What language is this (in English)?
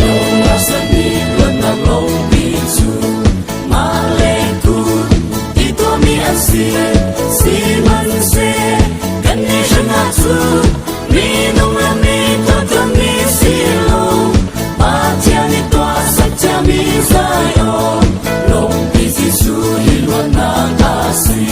Falam Chin